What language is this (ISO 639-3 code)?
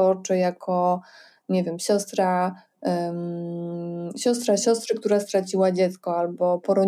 pol